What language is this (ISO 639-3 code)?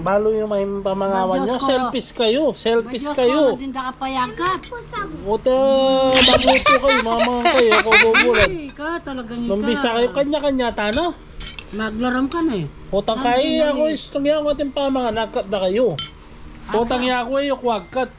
pam